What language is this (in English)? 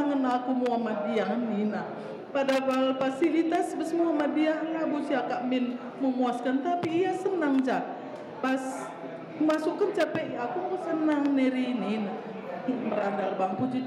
Batak Karo